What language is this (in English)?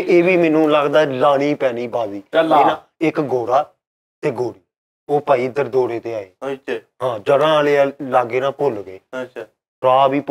Punjabi